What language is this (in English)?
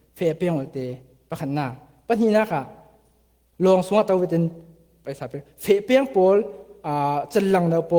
Falam Chin